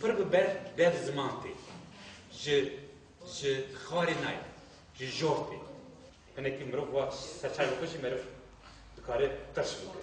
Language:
Kurdish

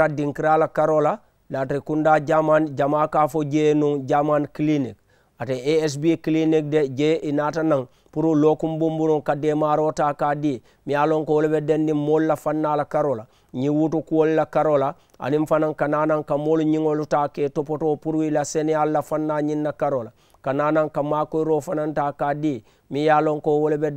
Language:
Mandingo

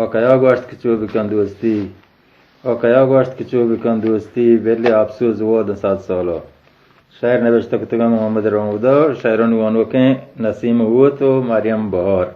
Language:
Baluchi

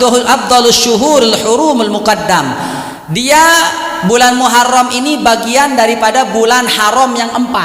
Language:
Sasak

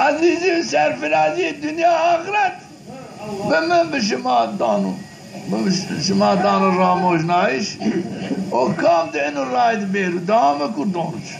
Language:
Zaza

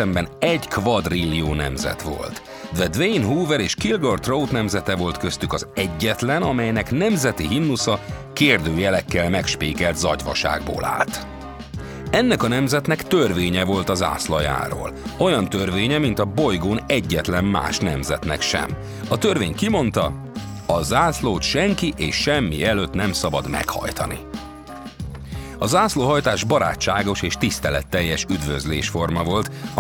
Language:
Hungarian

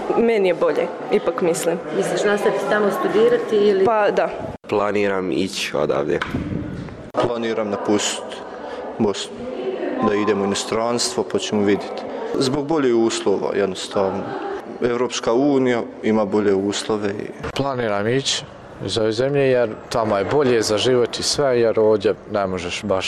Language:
Bosnian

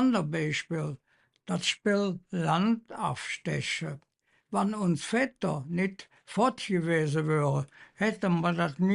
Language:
Colognian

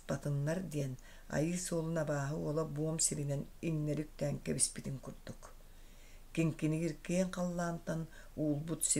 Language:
Yakut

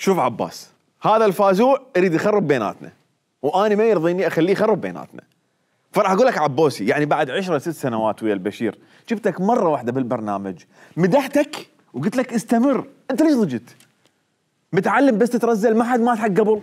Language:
Mesopotamian Arabic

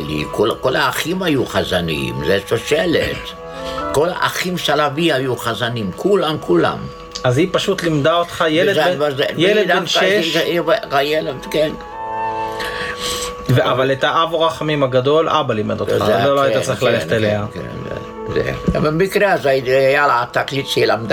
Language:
Hebrew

